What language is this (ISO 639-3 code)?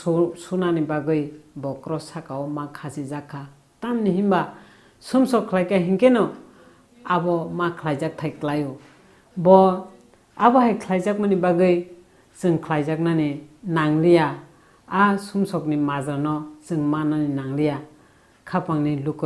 trp